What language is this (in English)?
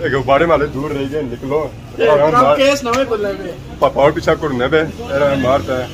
Pahari-Potwari